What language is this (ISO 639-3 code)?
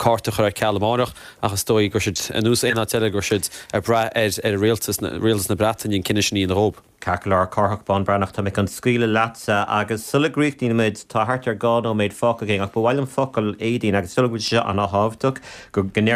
gle